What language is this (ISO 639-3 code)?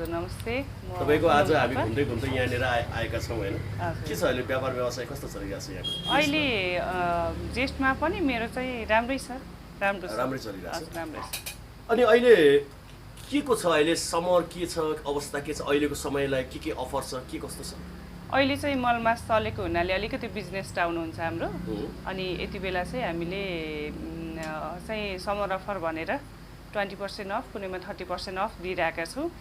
nep